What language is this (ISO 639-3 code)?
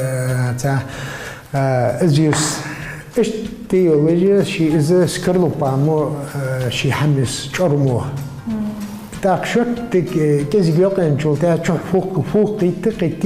inh